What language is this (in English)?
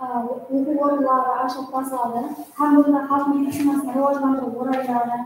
Kara-Kalpak